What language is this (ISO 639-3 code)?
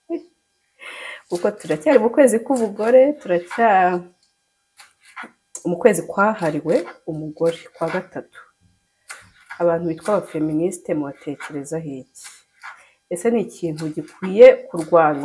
kin